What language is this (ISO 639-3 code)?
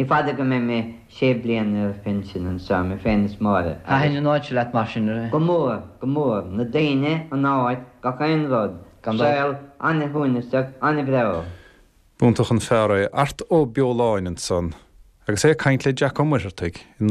gle